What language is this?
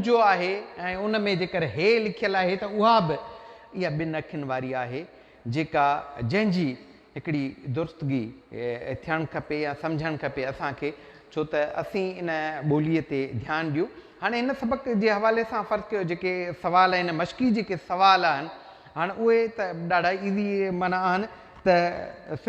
Sindhi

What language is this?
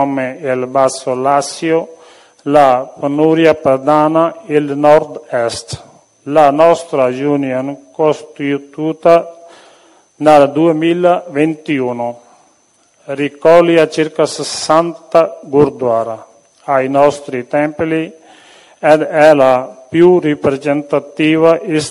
Italian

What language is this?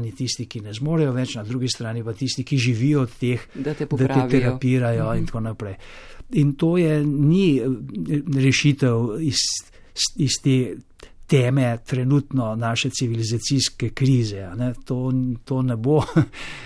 Slovenian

